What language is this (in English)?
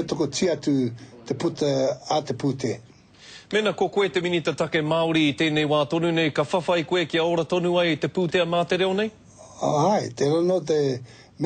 Māori